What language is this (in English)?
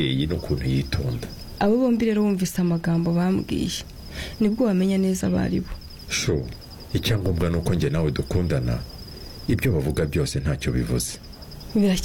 Kinyarwanda